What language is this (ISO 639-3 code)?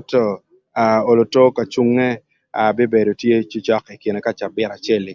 ach